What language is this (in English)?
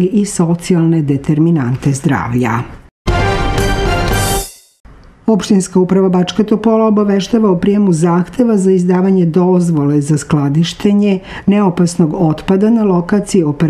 Serbian